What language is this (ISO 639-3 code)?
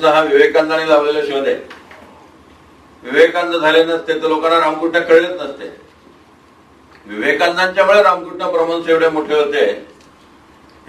mar